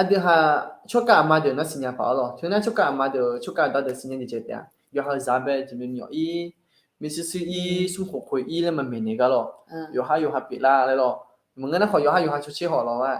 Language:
Akha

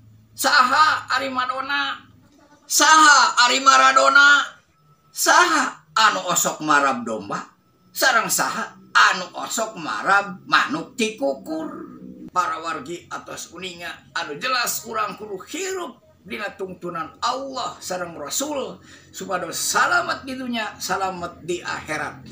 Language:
Sundanese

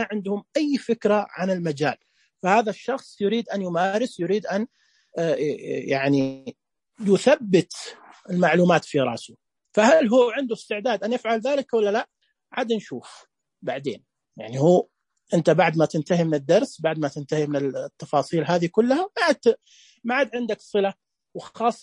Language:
Najdi Arabic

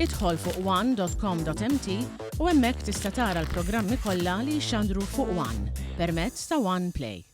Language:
Maltese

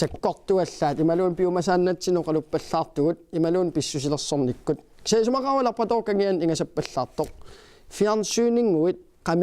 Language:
Kalaallisut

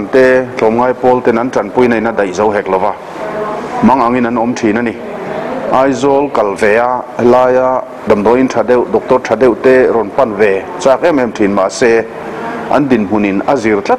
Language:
Mizo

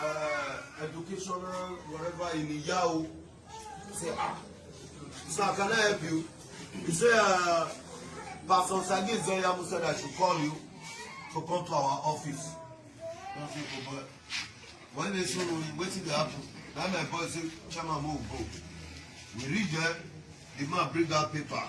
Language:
Nigerian Pidgin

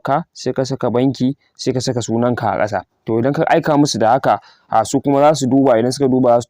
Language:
Hausa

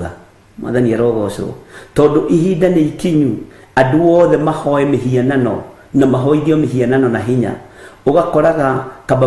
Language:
Kikuyu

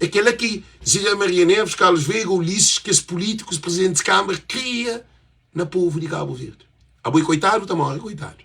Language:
Kabuverdianu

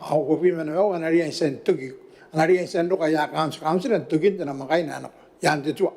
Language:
Gilbertese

